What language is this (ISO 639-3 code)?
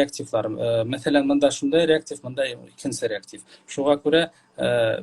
bak